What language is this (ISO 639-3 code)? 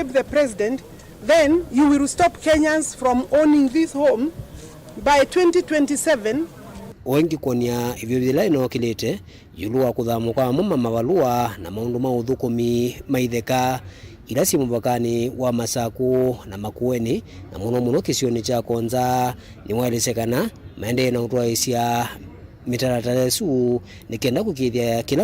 kam